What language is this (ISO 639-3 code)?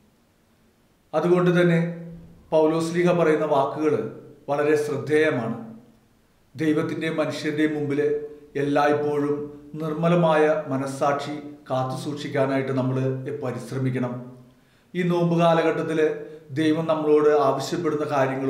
mal